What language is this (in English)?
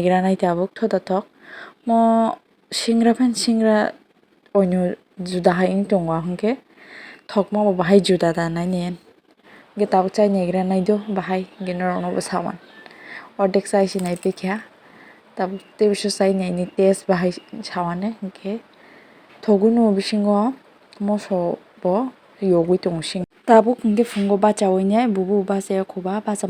Kok Borok